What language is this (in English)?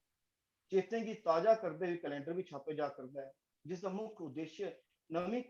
Dogri